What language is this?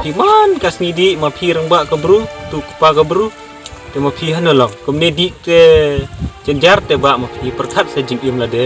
Khasi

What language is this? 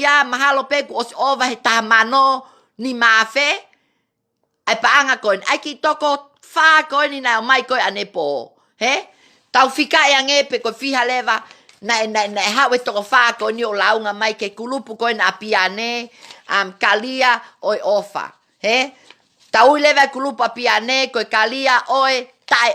Tongan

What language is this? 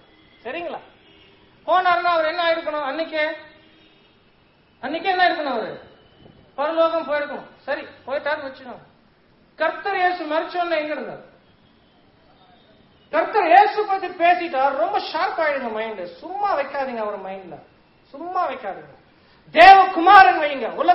Tamil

